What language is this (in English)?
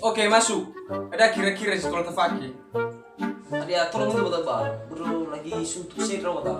Nias